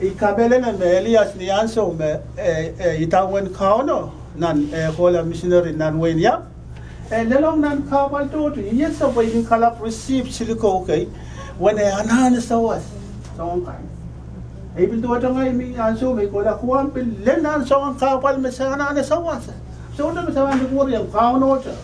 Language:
Pohnpeian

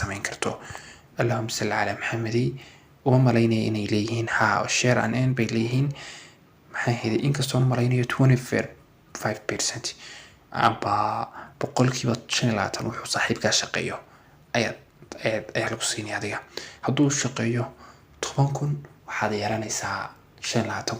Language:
Somali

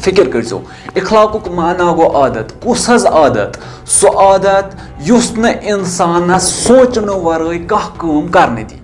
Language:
Kashmiri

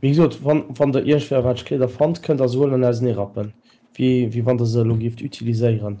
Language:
Luxembourgish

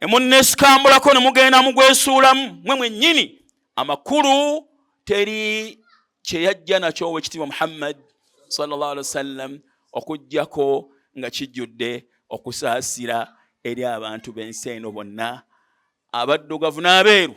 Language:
Ganda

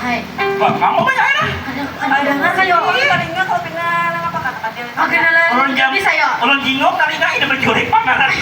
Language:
Banjar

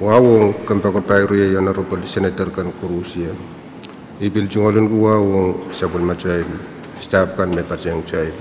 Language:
Pohnpeian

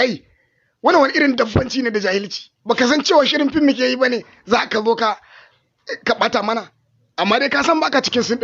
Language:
Hausa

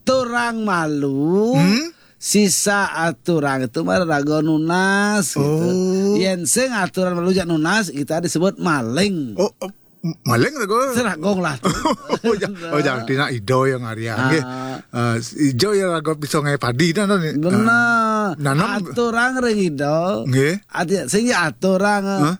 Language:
Balinese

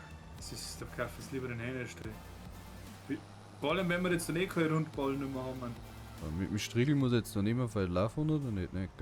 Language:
Bavarian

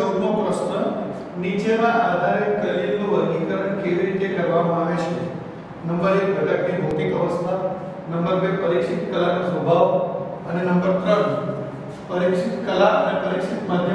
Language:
Gujarati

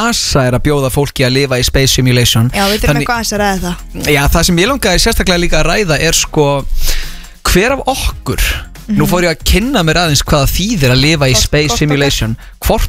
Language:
Icelandic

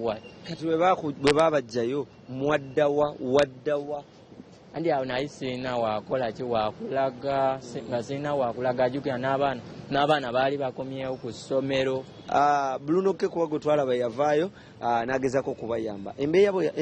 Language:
Ganda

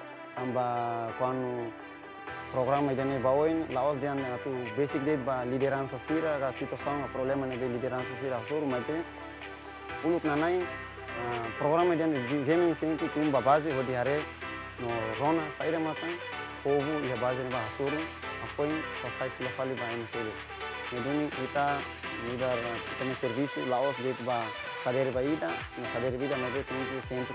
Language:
Tetum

